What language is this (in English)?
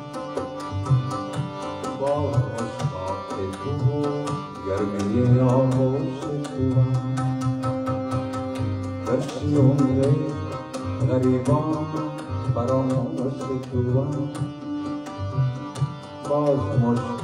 Persian